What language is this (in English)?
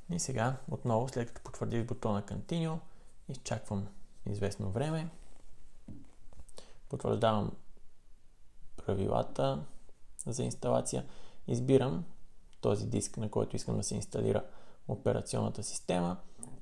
Bulgarian